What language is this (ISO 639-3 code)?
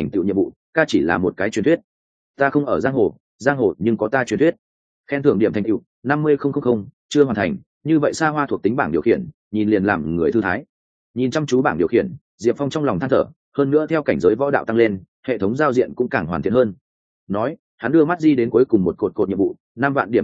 vie